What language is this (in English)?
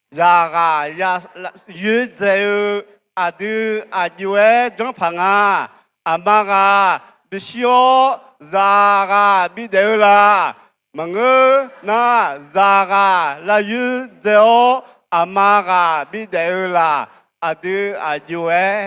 Akha